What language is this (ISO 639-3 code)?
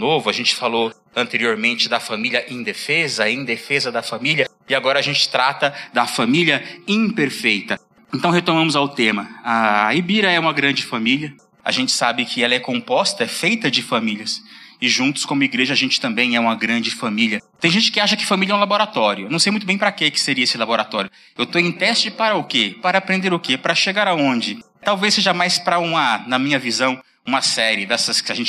por